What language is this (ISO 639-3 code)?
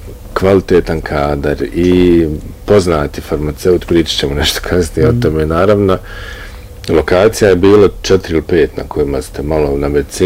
bos